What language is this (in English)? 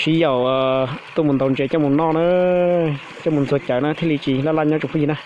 Hmong